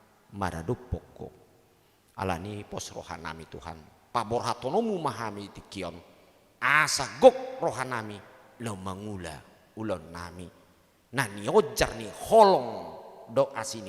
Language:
Batak Toba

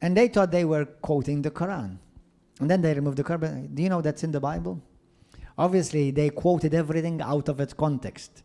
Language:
English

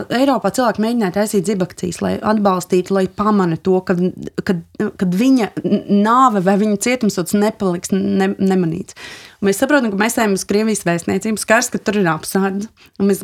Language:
Latvian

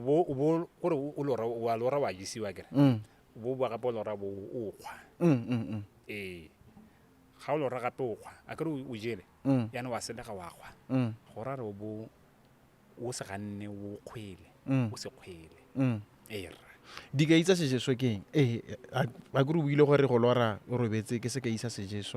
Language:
Tswana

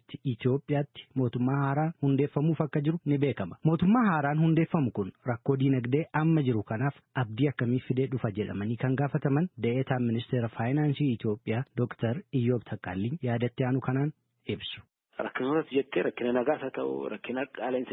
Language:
Oromo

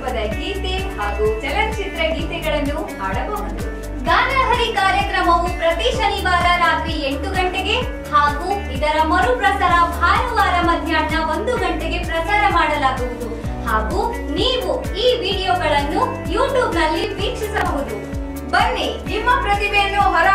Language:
Kannada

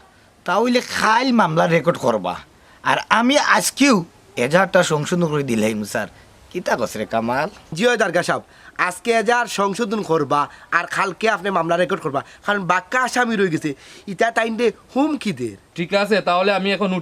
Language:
Sylheti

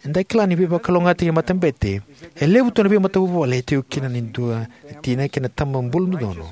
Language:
Fijian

